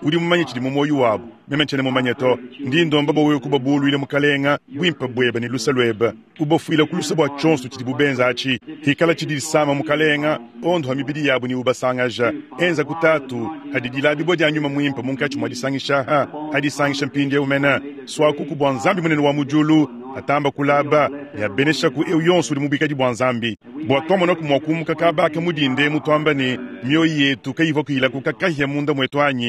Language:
Luba-Lulua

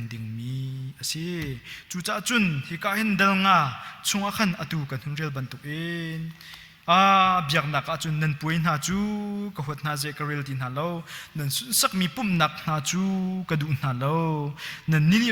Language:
Hakha Chin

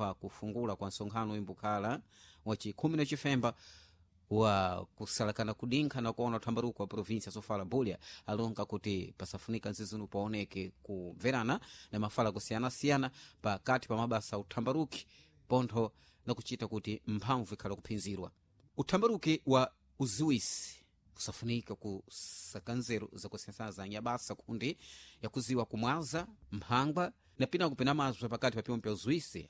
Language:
Sena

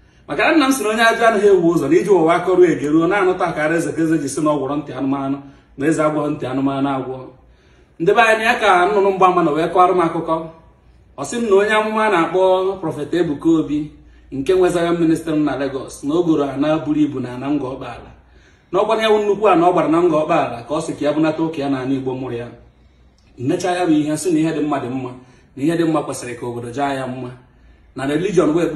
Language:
Igbo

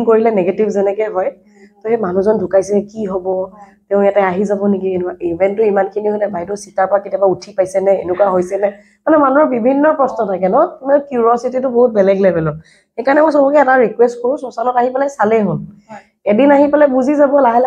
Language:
Assamese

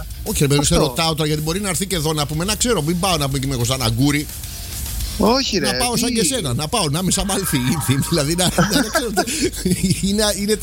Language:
Greek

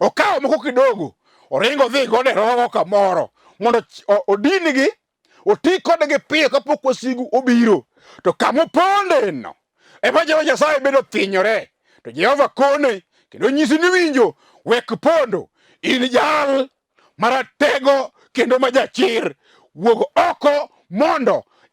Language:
Luo (Kenya and Tanzania)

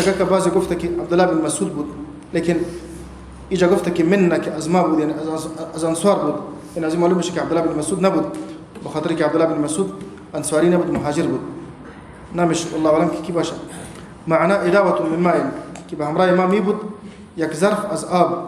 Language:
Persian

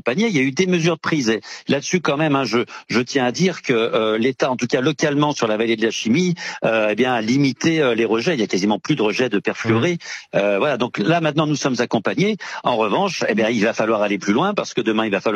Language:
French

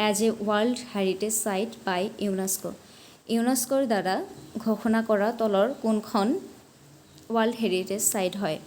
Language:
Assamese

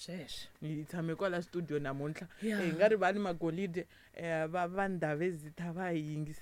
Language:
Tsonga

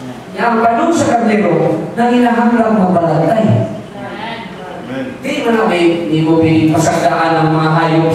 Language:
Cebuano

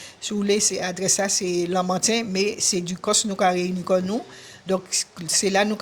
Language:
Guadeloupean Creole French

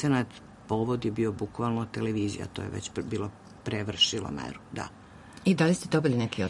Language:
Serbian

